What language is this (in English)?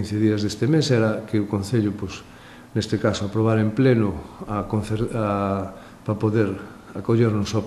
Galician